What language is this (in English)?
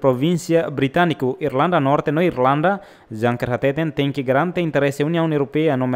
Tetum